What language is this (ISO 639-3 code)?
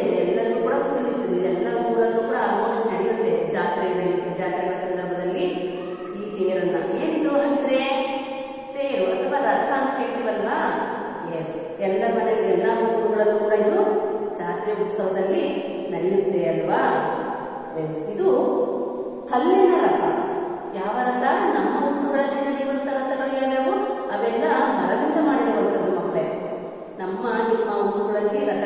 kan